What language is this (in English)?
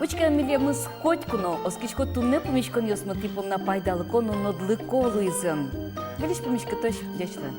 Udmurt